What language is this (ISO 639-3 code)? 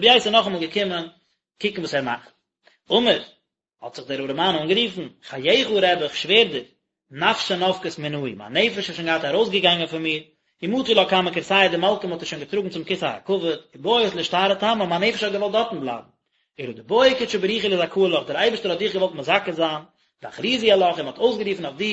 yid